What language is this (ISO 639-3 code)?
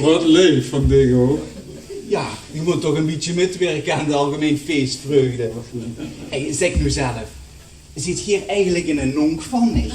lim